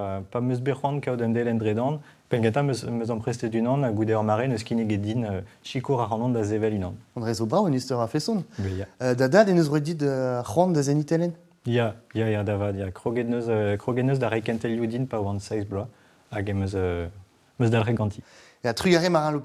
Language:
Breton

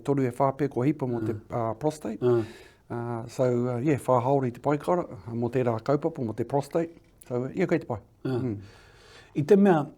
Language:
Māori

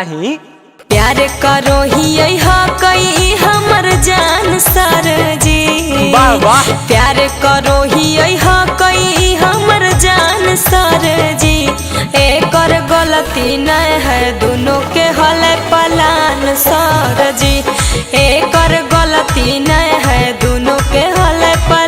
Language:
Magahi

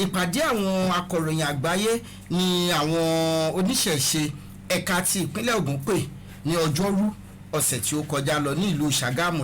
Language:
Yoruba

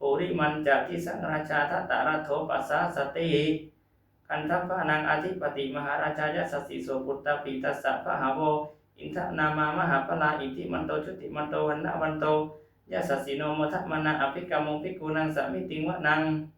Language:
Pali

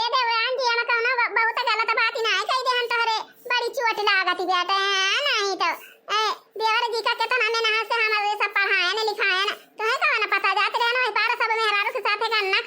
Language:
Awadhi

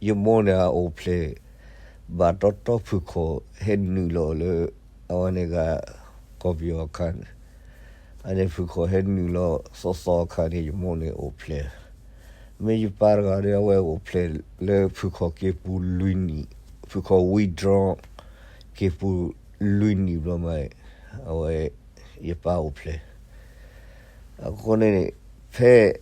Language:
S'gaw Karen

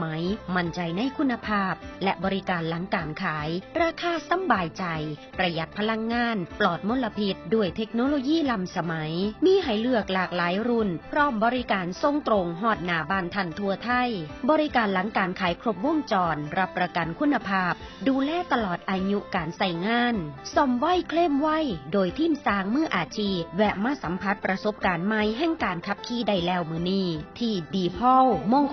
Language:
Northeastern Thai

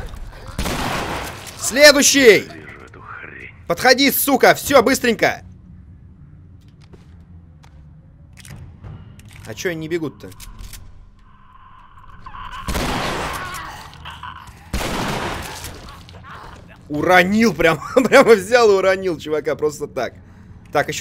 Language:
Russian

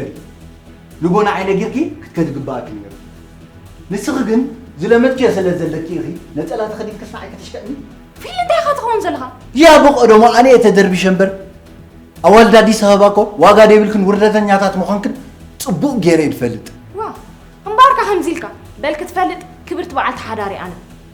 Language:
Tigrinya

